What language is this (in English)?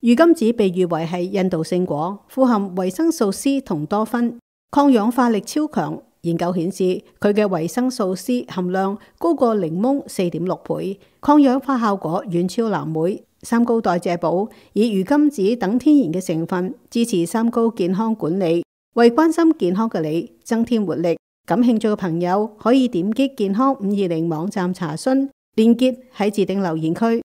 Cantonese